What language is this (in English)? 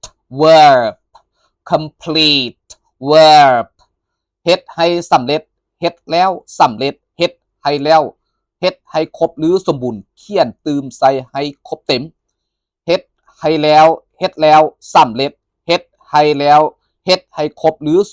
Lao